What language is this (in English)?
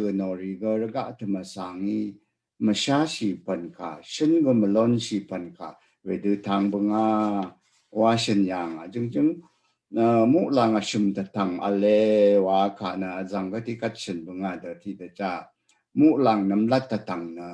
Rawang